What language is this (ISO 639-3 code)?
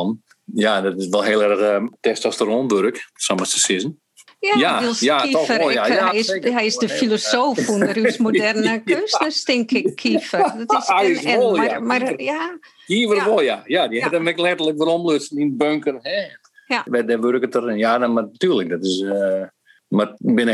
fry